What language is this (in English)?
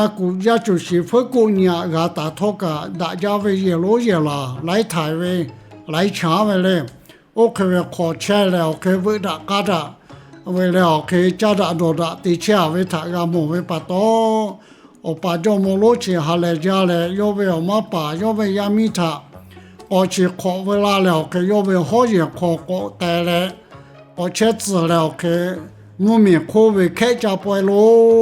Lahu